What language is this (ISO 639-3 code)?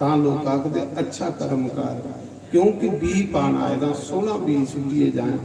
doi